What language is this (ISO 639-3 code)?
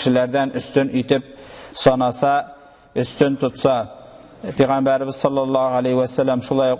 tat